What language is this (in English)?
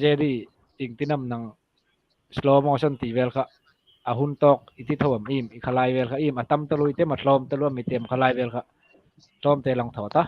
Hmar